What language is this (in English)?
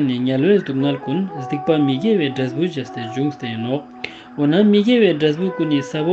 Ladakhi